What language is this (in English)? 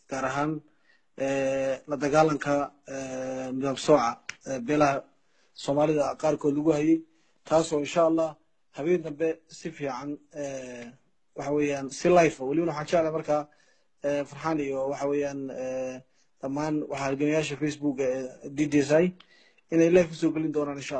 Somali